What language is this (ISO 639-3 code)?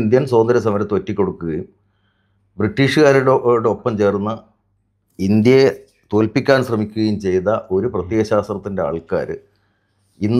mal